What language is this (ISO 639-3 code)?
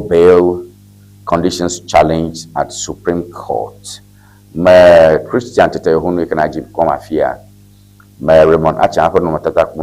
ewe